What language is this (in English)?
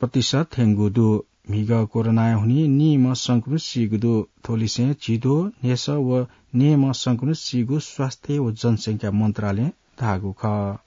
Newari